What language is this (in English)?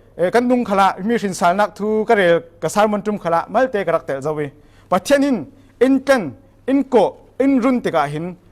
Falam Chin